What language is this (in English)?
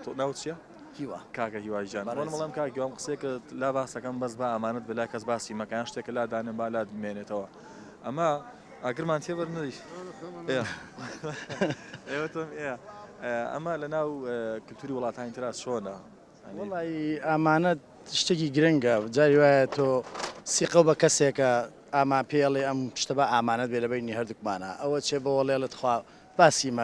Central Kurdish